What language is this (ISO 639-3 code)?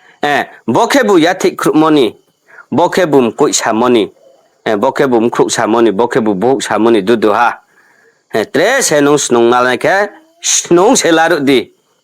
ria